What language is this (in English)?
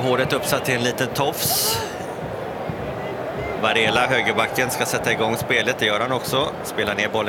Swedish